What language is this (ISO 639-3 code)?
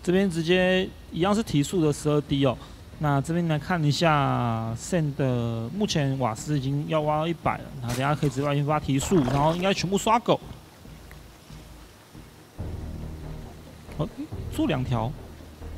zho